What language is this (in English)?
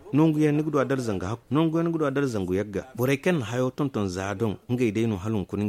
Zarma